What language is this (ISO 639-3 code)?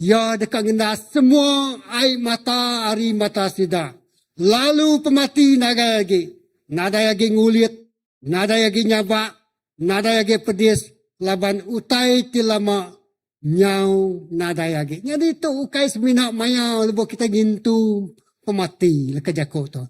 iba